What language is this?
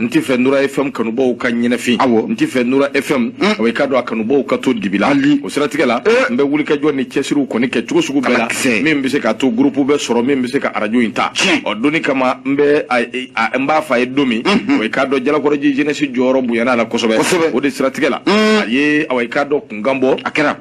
Bambara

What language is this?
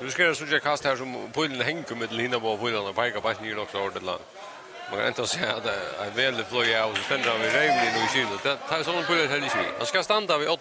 Faroese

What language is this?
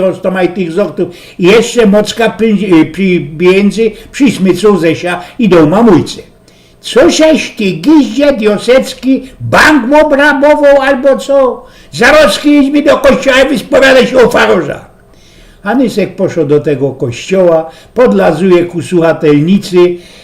Silesian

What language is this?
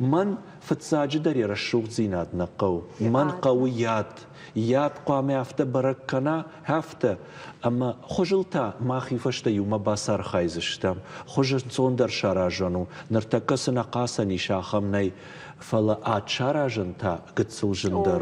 Ossetic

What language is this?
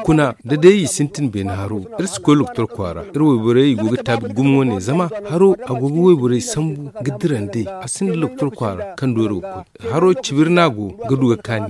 Zarma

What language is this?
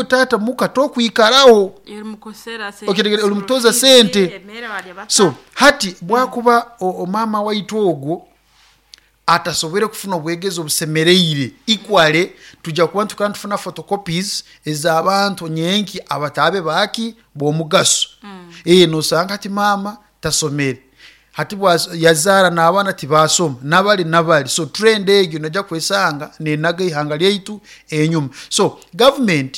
Nyoro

